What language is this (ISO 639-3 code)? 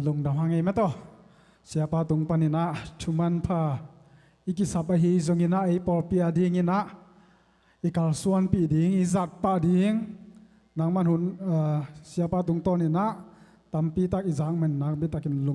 ctd